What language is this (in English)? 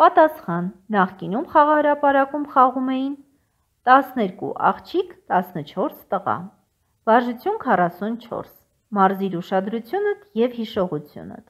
Armenian